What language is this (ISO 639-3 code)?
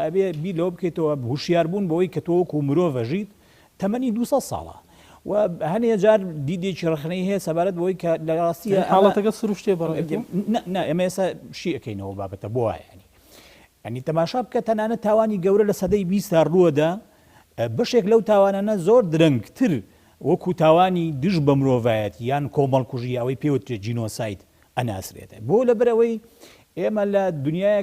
ckb